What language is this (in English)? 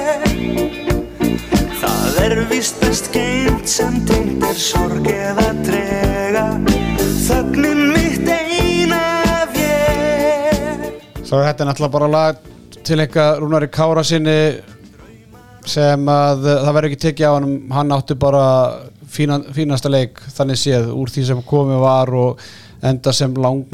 Icelandic